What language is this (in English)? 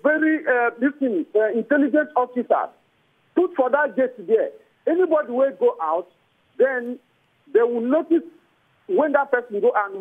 Nigerian Pidgin